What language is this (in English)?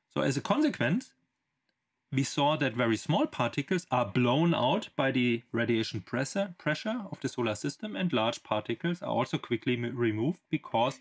English